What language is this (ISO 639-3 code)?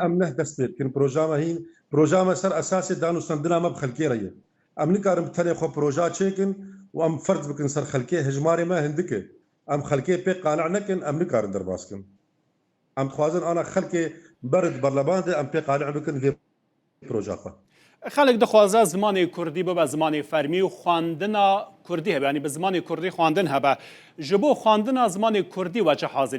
kur